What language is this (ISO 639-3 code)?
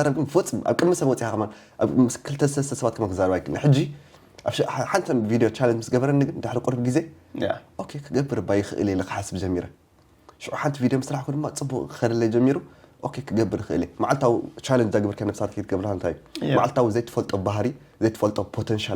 tir